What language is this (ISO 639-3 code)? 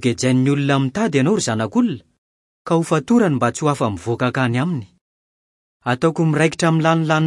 mlg